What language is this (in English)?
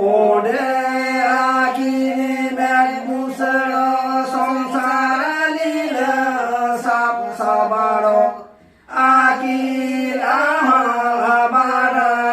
Santali